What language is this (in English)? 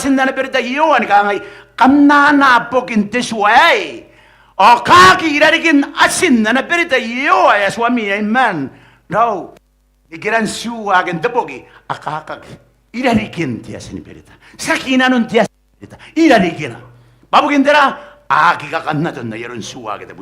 Gilbertese